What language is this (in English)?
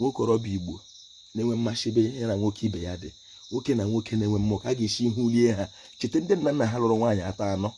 Igbo